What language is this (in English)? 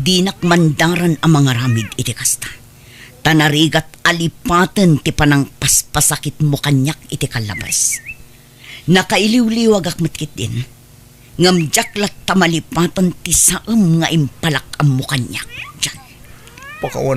Iloko